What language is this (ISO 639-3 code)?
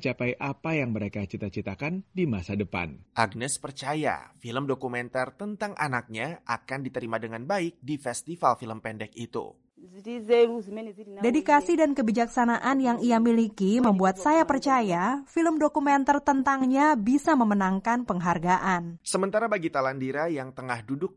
ind